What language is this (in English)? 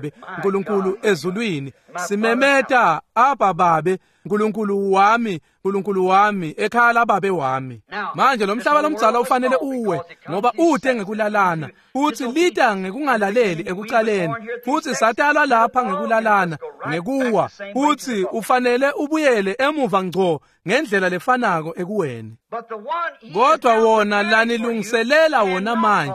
Swati